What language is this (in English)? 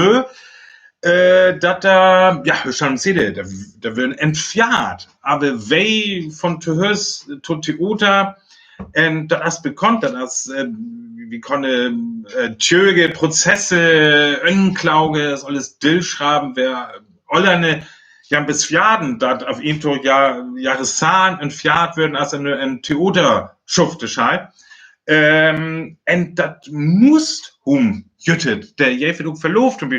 Northern Frisian